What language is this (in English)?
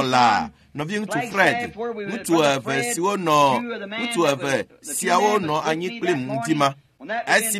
Ewe